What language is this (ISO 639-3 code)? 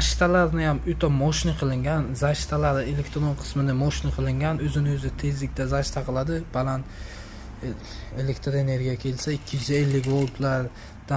uzb